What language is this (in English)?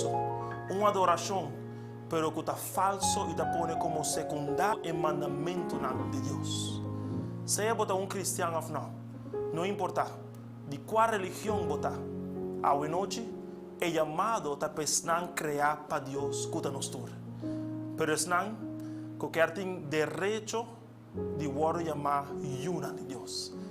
Papiamento